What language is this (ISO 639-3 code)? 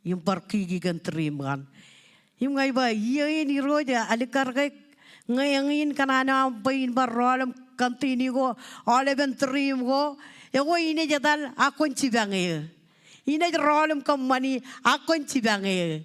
mah